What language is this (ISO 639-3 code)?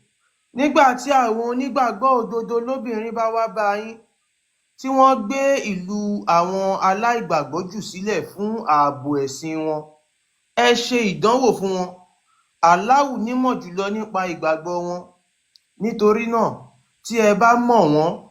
yor